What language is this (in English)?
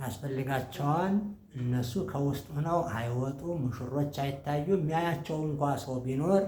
Amharic